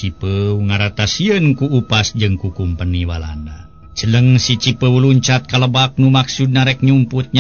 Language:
Sundanese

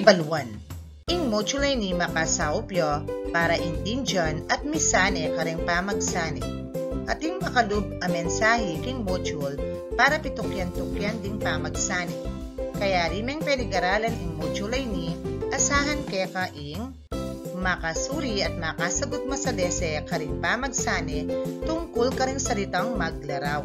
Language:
Pampanga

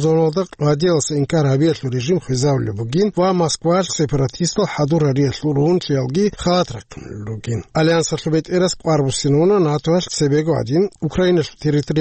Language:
Avaric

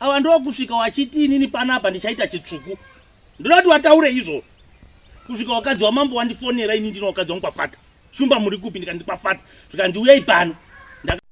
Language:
Shona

